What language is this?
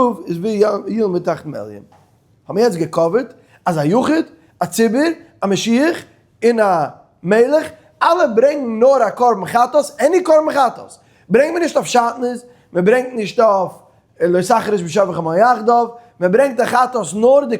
Yiddish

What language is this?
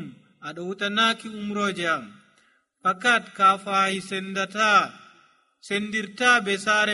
Nigerian Fulfulde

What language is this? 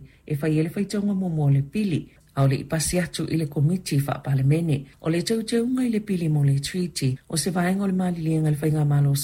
Samoan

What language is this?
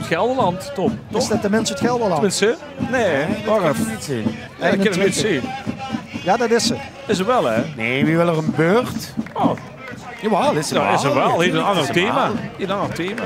Limburgish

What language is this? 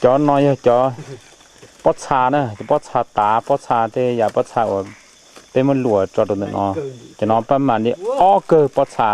Hmong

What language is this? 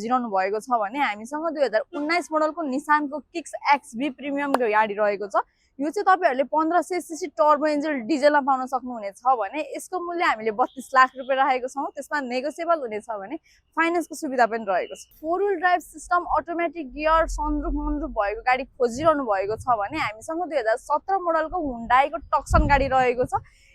Nepali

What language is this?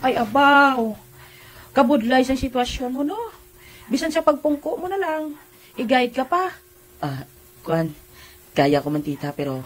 Hiligaynon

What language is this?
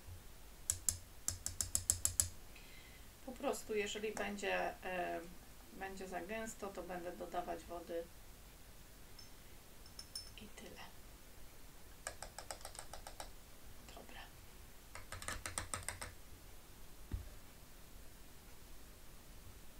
Polish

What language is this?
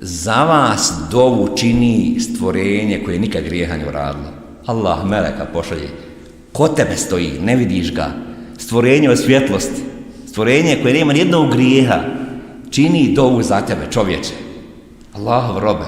Bosnian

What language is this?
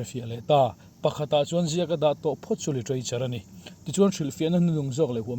Mizo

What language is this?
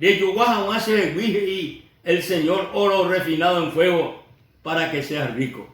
Guarani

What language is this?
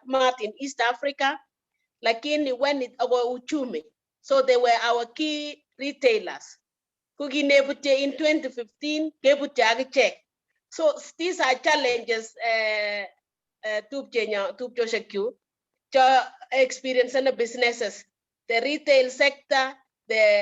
Kalenjin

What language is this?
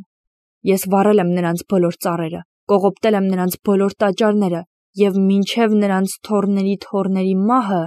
Armenian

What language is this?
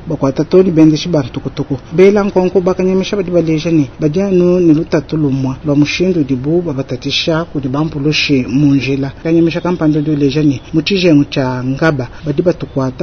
Luba-Lulua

